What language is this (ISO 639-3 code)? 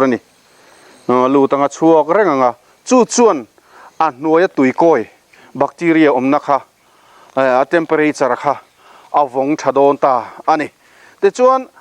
lus